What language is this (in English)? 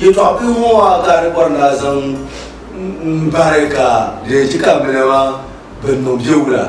Dagbani